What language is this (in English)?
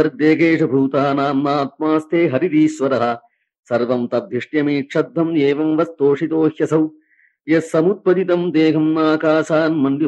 Sanskrit